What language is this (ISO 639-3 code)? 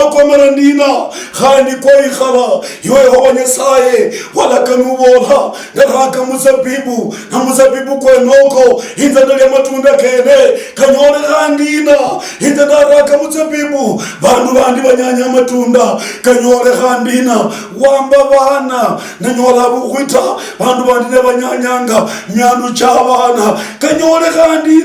luy